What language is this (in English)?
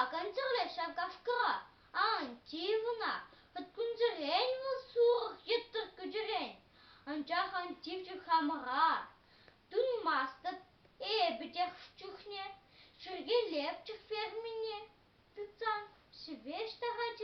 Chuvash